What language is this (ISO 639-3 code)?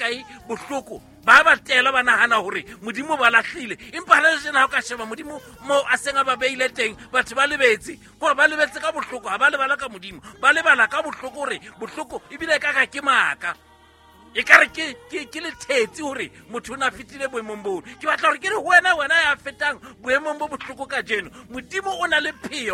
sot